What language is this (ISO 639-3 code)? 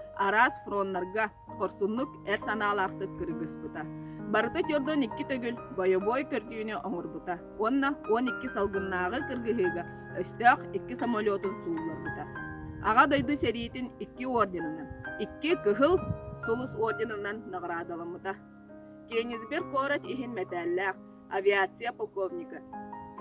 sah